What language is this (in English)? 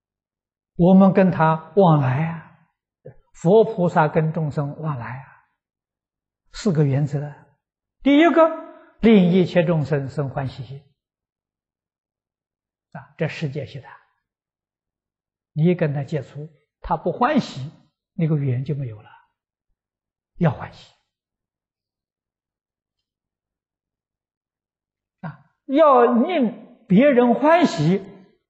Chinese